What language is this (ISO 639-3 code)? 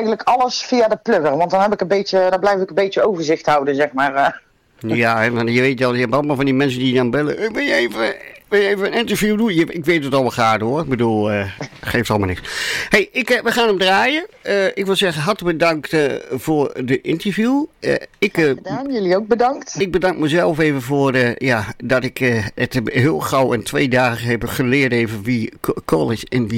nld